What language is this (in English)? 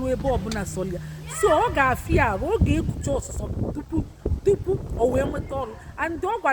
Igbo